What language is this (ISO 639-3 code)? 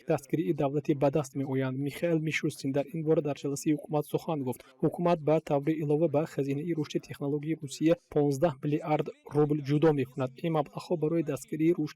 tgk